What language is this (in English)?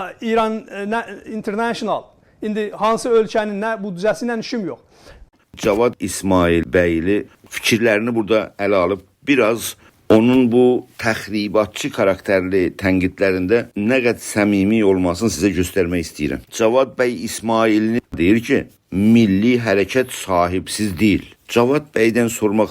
South Azerbaijani